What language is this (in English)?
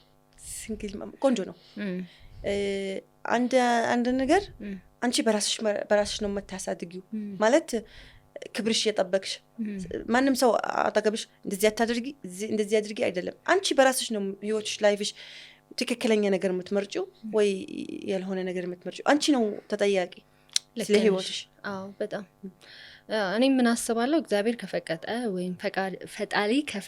Amharic